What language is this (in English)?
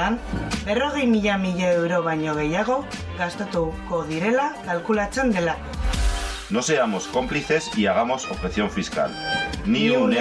Basque